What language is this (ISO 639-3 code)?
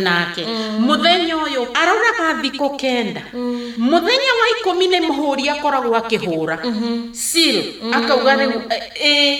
kik